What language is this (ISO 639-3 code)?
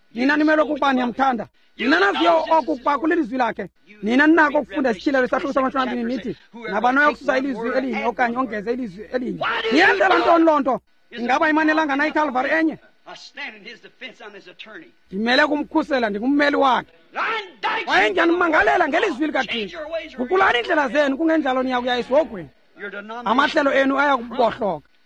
xho